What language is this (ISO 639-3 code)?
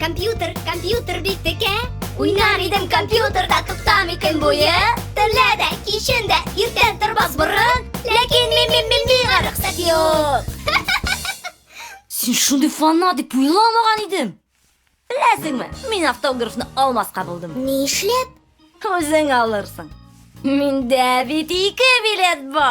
tat